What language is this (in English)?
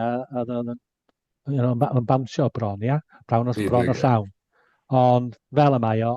Welsh